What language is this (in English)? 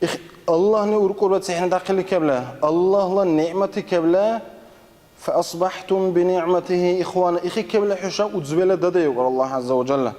Dargwa